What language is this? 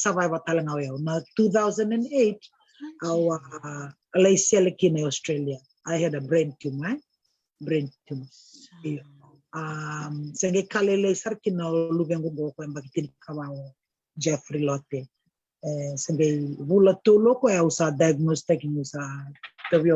Fijian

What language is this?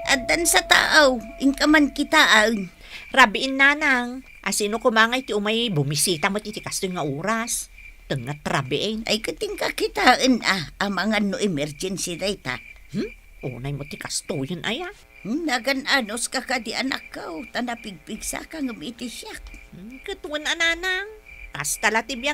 Iloko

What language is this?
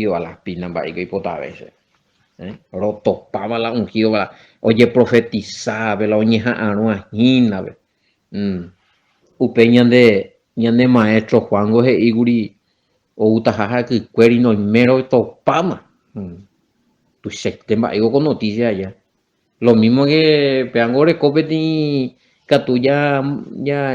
Guarani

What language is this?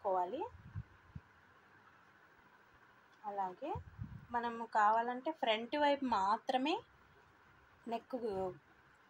Telugu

